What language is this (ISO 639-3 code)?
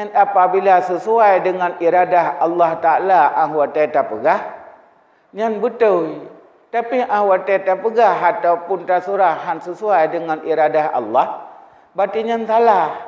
ace